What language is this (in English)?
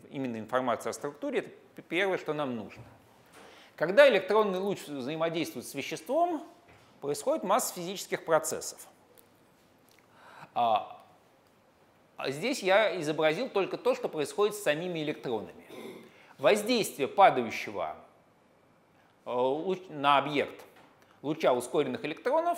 Russian